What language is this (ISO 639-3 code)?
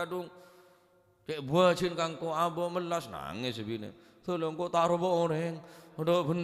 mad